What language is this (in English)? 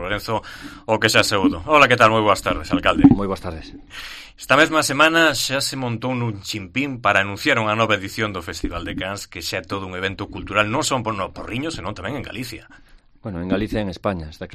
Galician